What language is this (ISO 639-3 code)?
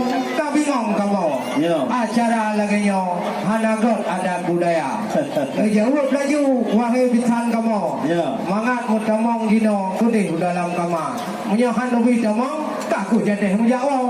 ace